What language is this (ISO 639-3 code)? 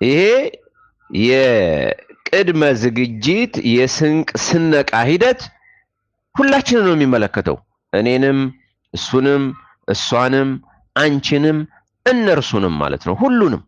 amh